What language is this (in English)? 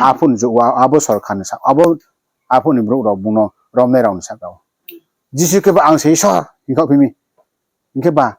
Riang (India)